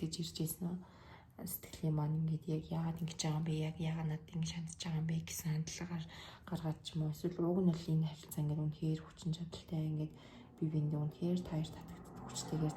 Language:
Mongolian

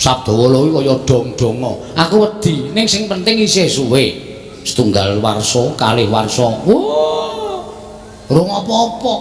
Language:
Javanese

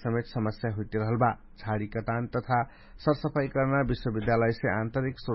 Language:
Dangaura Tharu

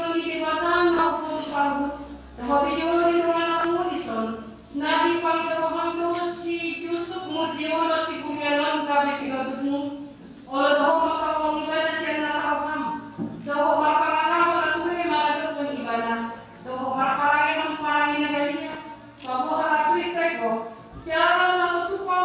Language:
Batak Toba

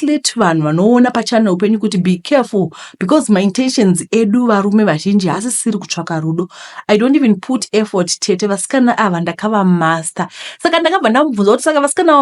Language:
Shona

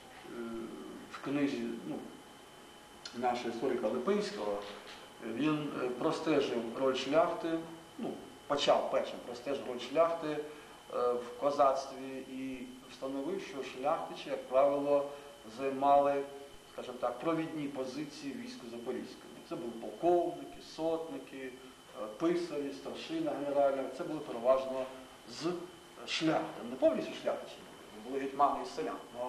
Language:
Ukrainian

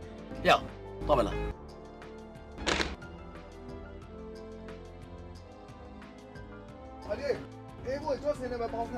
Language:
Burmese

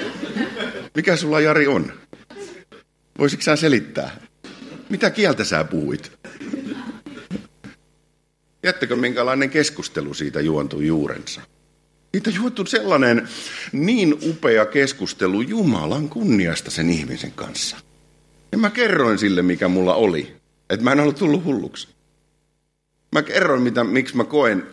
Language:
Finnish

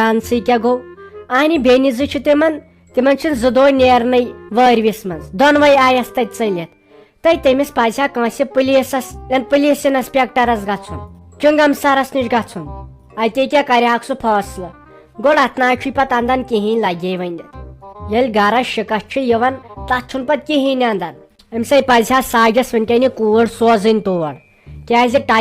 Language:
Kashmiri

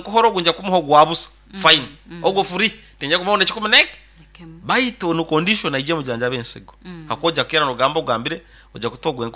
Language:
Nyoro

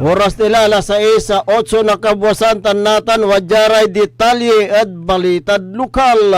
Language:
Pangasinan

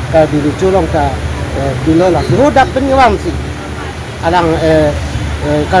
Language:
Karbi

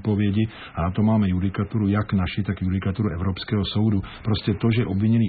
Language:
Czech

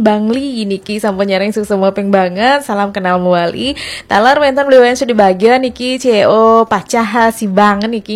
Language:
Balinese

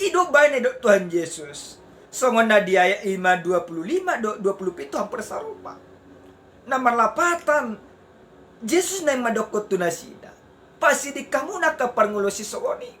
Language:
Batak Toba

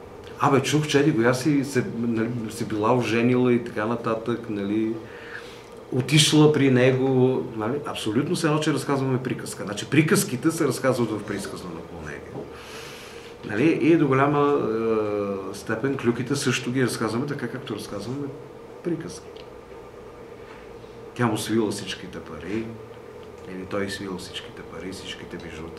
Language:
Bulgarian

